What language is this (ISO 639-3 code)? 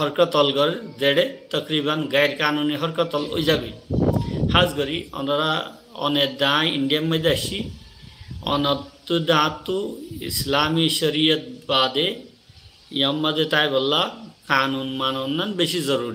rhg